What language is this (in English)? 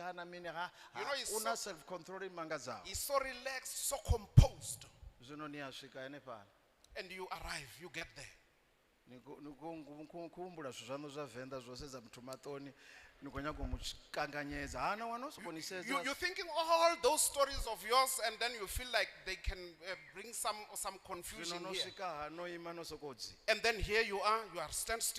Venda